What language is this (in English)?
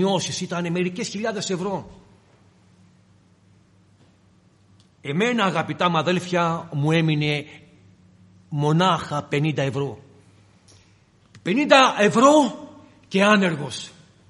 Greek